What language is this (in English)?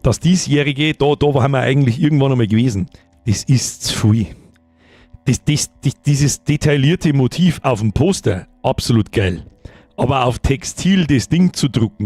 Bavarian